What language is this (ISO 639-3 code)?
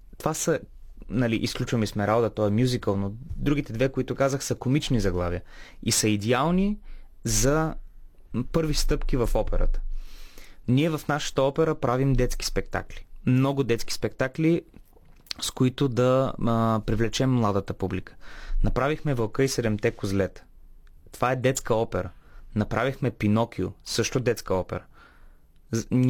bul